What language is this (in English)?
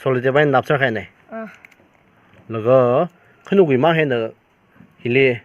Tangkhul Naga (India)